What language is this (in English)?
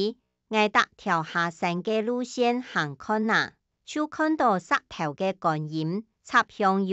Hakka Chinese